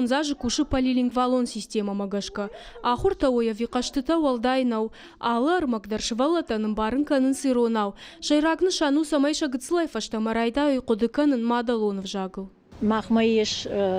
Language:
Ossetic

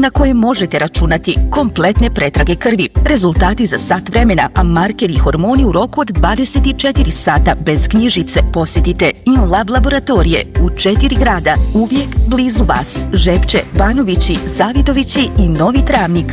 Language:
Bosnian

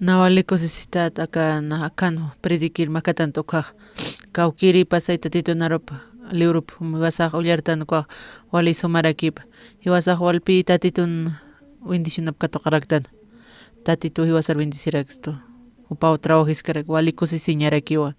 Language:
Aymara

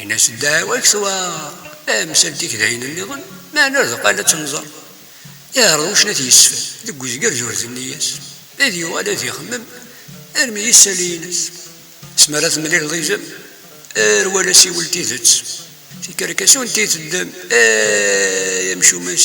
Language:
Kabyle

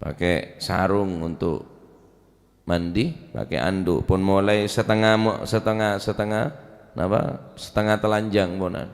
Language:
Madurese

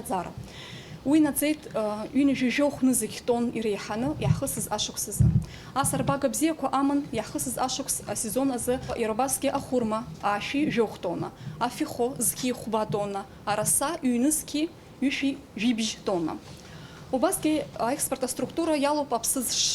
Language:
Abkhazian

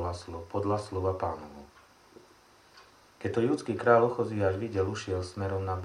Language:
Slovak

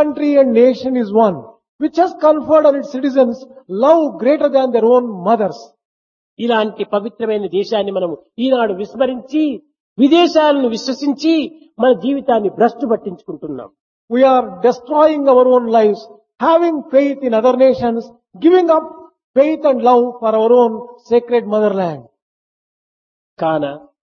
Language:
Telugu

